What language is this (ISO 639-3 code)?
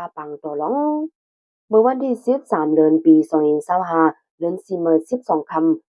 shn